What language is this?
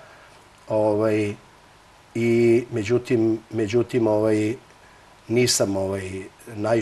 Serbian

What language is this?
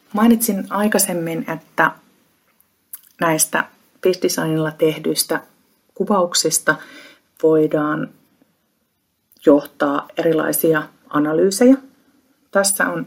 Finnish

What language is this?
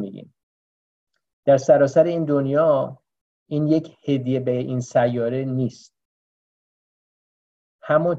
Persian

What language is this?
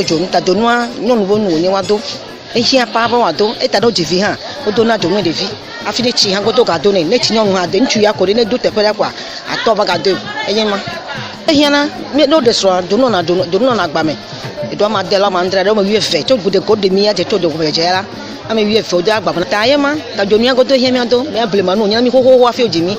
Ewe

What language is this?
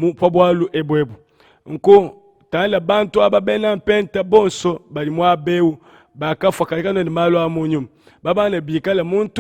Luba-Lulua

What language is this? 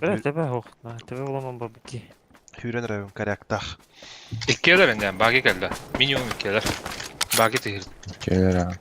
Yakut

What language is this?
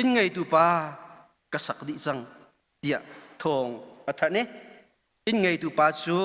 Hakha Chin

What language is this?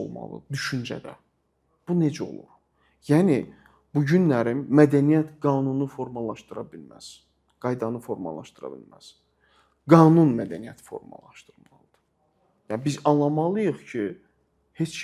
Azerbaijani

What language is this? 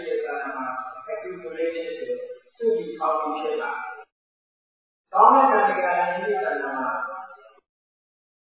Burmese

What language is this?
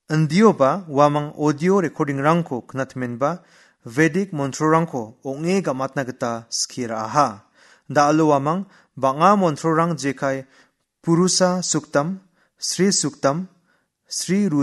Garo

